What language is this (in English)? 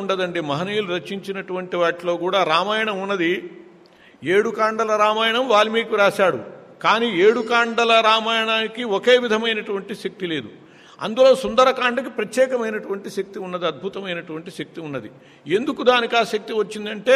Telugu